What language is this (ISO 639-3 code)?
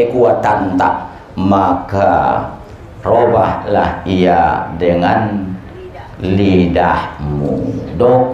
btm